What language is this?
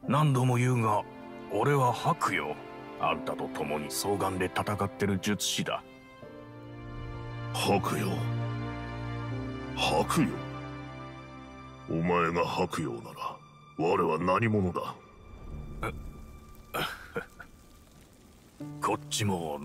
Japanese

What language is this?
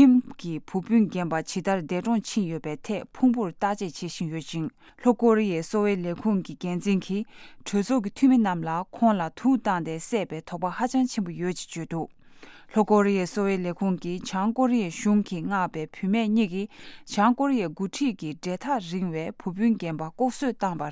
Tibetan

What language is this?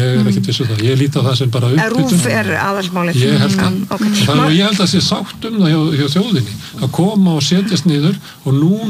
Icelandic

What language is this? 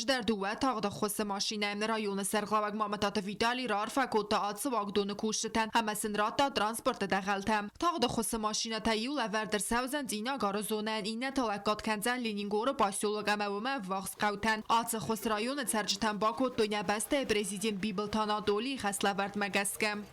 Ossetic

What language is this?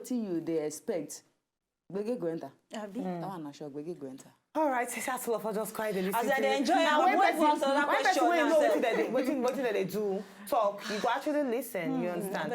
Nigerian Pidgin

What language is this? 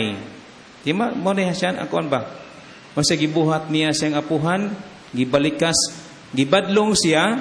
Cebuano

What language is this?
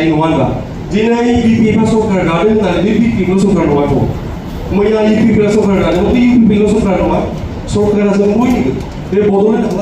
Bodo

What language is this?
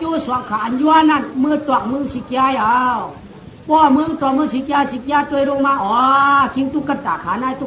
Shan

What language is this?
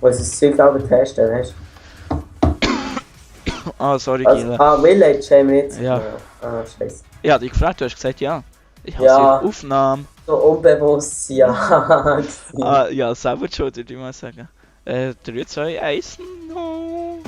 Swiss German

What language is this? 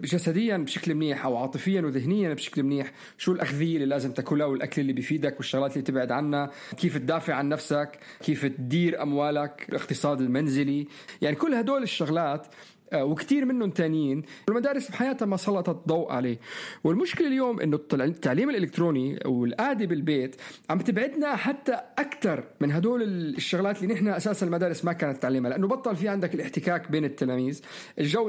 North Levantine Arabic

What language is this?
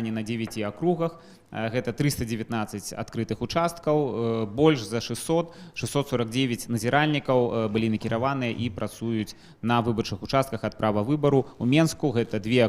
Belarusian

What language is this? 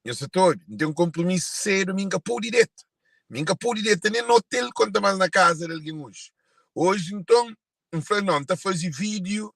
Kabuverdianu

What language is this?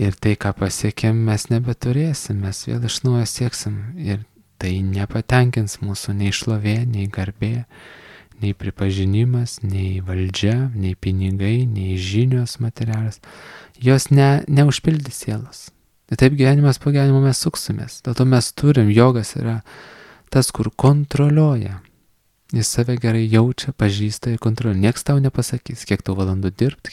Lithuanian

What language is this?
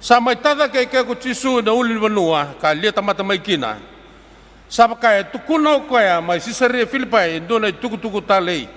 Fijian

